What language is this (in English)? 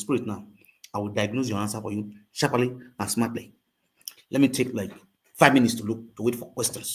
Nigerian Pidgin